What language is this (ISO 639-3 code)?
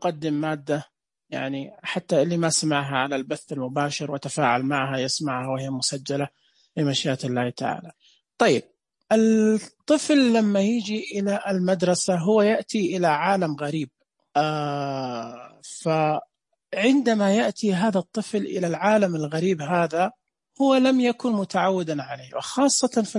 ars